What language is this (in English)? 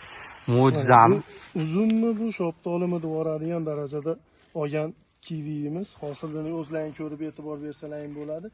Uzbek